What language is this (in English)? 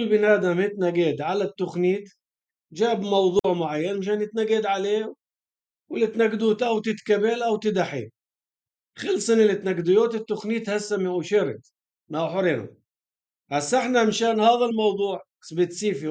North Levantine Arabic